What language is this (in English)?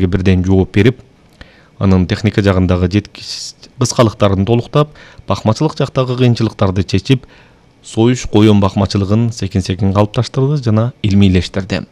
Kyrgyz